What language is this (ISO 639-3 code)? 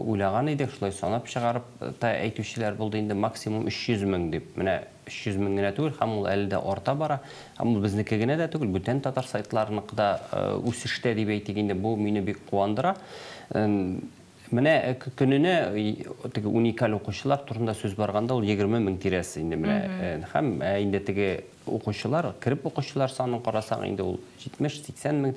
tat